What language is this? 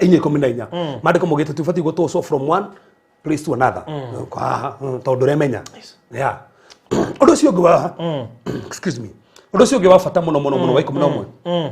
Kikuyu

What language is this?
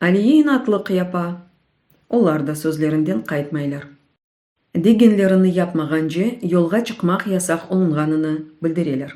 Crimean Tatar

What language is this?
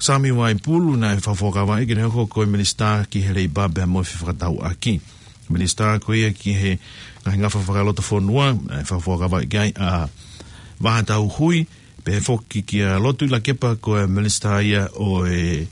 Tongan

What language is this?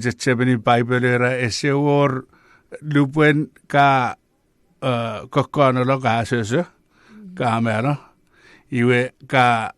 Chuukese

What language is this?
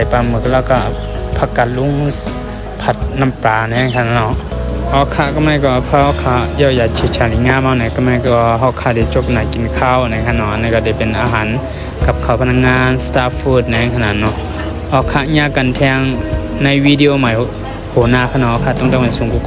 Shan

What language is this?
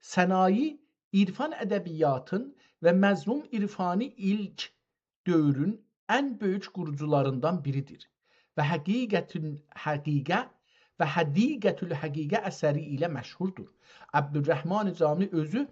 South Azerbaijani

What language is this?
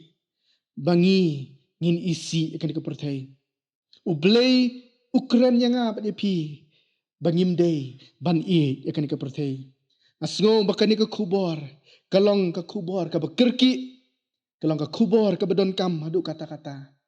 Khasi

